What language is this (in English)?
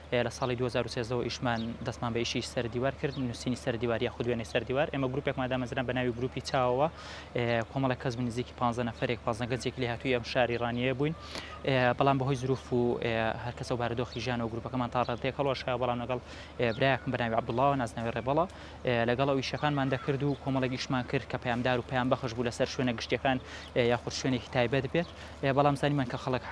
Central Kurdish